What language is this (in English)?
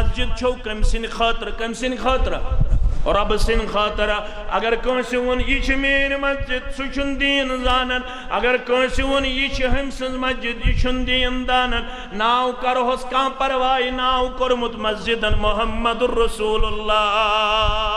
Kashmiri